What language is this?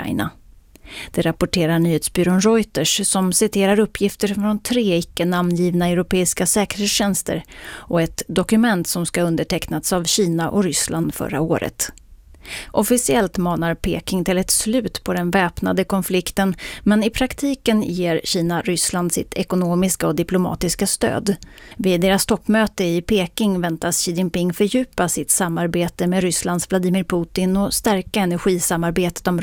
Swedish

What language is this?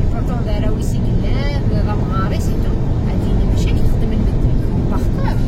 Kabyle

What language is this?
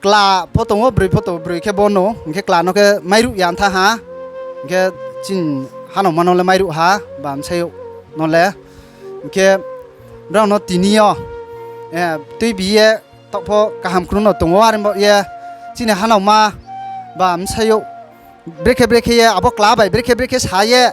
Riang (India)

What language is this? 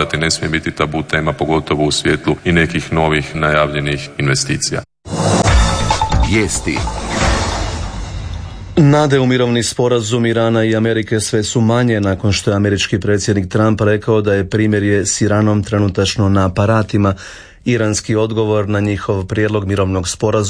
Croatian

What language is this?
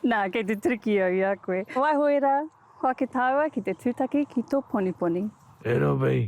Māori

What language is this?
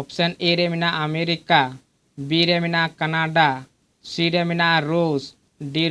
Santali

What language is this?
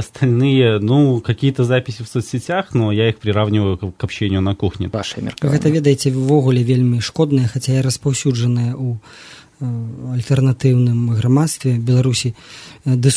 Belarusian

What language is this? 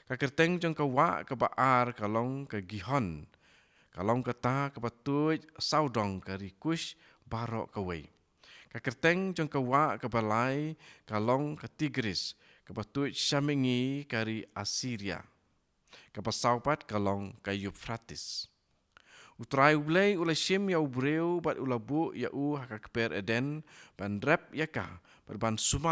Khasi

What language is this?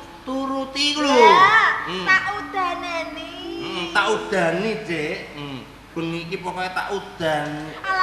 Javanese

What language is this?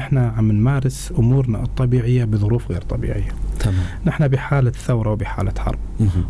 North Levantine Arabic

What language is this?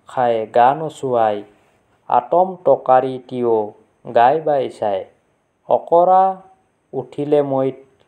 Assamese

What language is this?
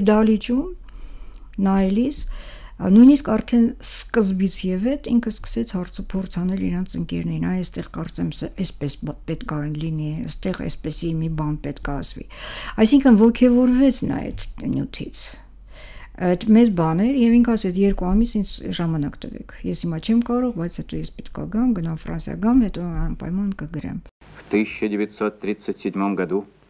Armenian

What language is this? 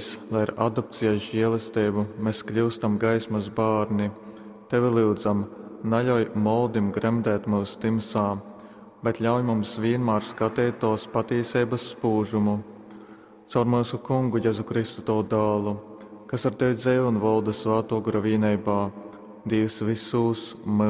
Latgalian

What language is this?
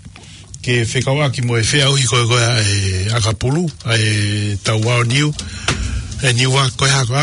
Tongan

